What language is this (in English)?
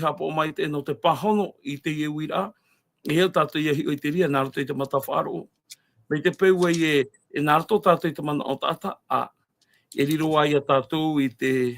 Tahitian